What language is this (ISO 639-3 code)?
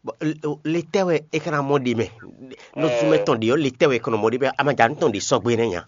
fon